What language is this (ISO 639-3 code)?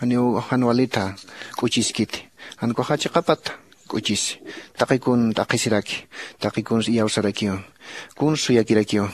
aym